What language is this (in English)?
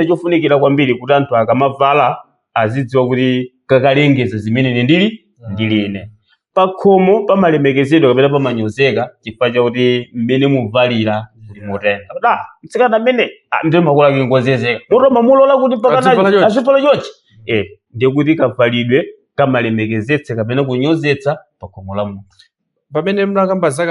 Nyanja